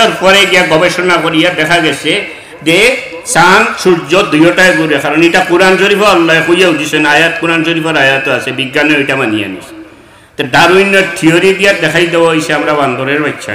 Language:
Sylheti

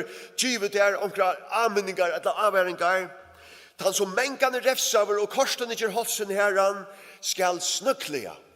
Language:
Faroese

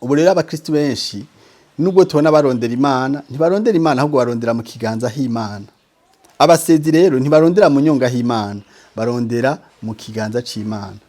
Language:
Rundi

